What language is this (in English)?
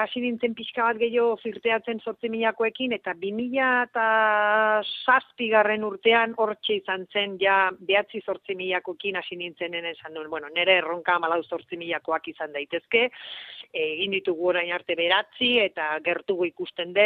Basque